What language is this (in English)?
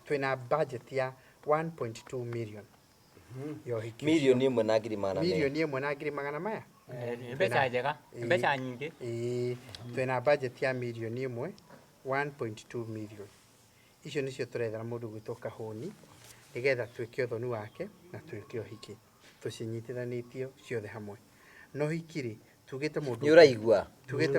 Kikuyu